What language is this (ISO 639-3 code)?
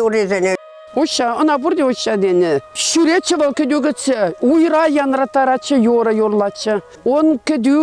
chv